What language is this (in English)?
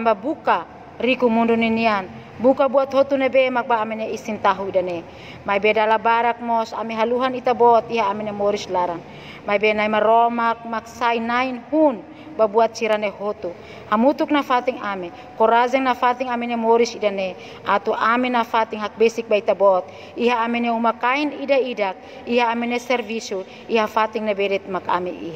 Tetum